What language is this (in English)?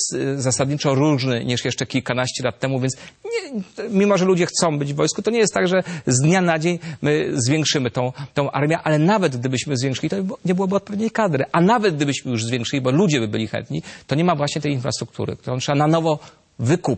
Polish